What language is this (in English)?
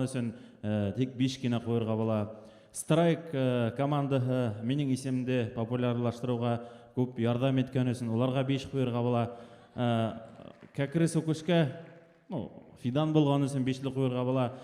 Bashkir